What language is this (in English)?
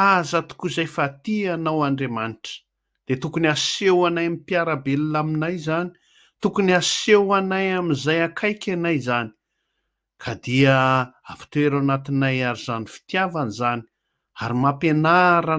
Malagasy